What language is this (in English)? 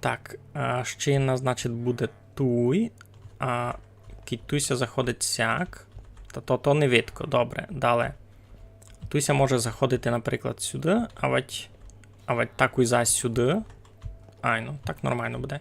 Rusyn